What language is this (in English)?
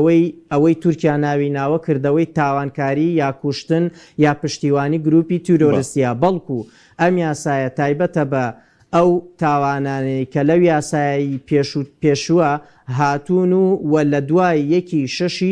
Central Kurdish